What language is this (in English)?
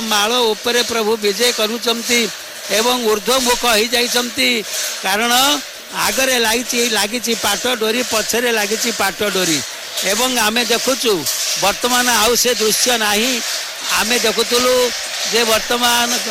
Odia